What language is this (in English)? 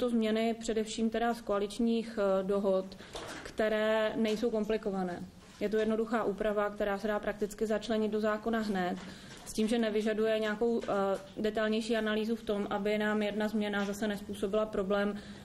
Czech